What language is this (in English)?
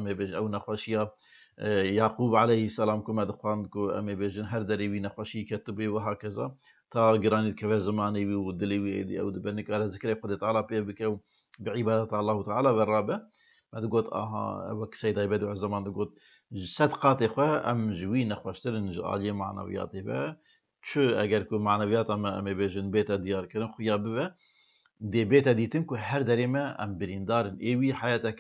Kurdish